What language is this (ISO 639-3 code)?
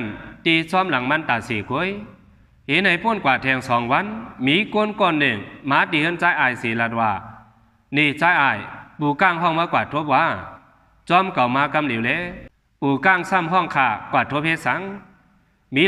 shn